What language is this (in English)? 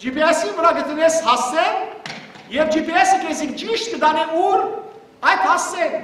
Western Armenian